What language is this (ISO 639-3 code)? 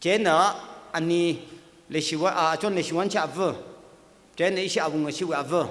nmf